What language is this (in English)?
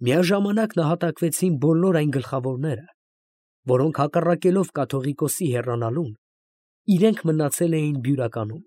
Armenian